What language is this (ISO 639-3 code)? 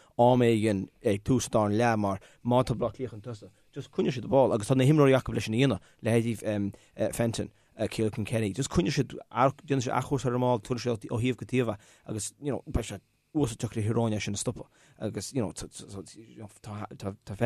gle